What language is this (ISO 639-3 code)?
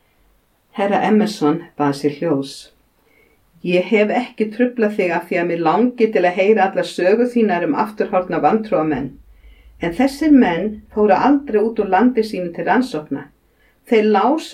isl